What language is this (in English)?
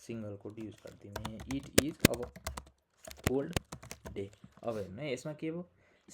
Nepali